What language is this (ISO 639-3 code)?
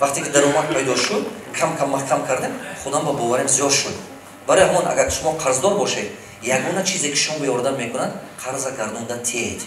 tgk